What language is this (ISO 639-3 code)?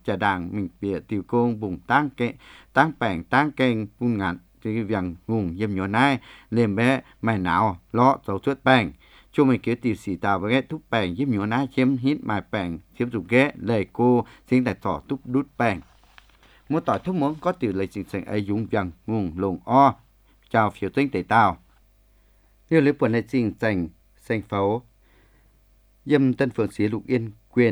vie